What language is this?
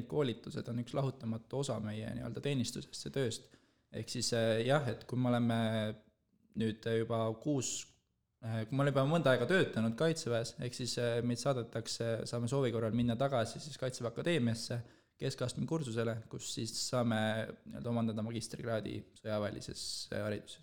Estonian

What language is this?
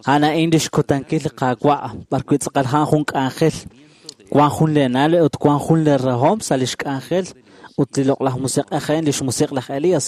Kekchí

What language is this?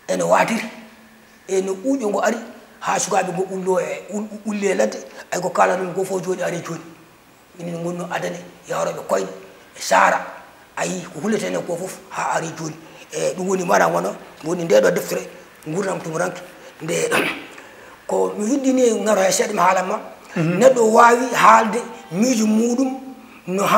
Fula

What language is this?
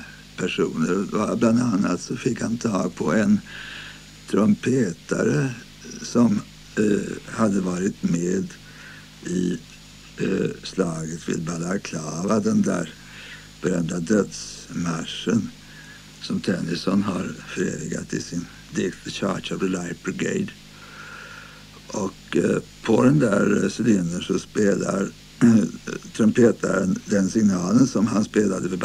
Swedish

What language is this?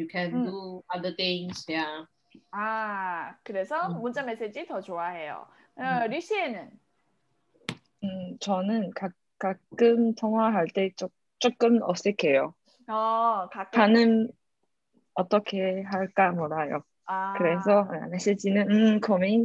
Korean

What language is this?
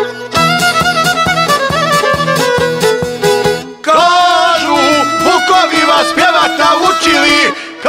Croatian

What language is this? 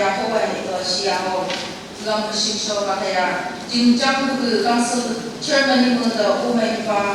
Phom Naga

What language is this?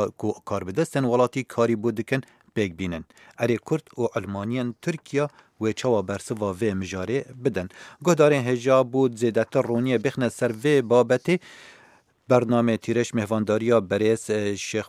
Kurdish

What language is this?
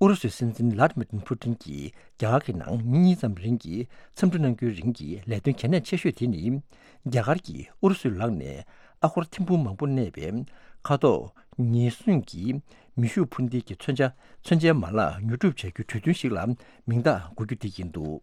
Tibetan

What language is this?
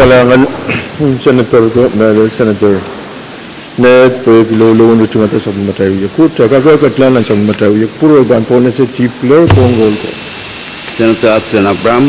Pohnpeian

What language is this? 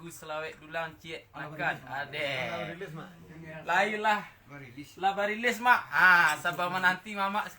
Minangkabau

